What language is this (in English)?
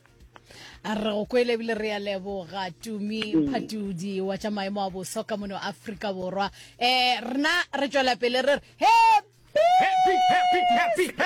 Northern Sotho